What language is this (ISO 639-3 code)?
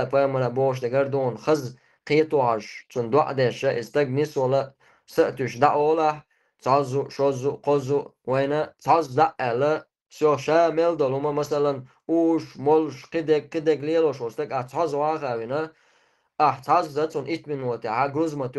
che